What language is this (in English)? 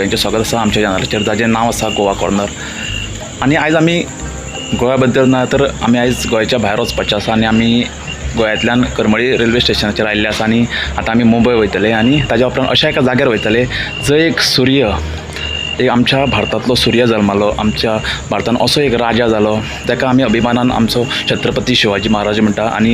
Konkani